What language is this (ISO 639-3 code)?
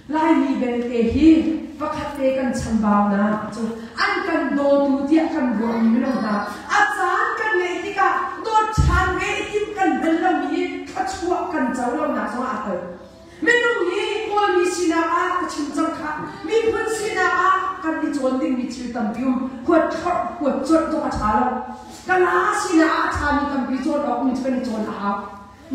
cnh